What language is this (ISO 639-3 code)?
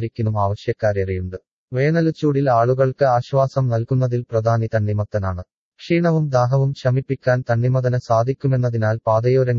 mal